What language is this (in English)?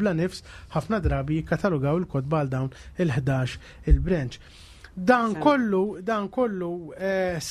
Maltese